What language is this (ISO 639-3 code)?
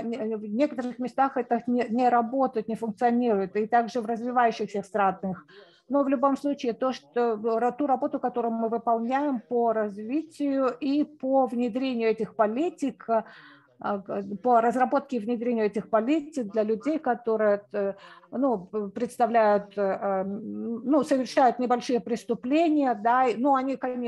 rus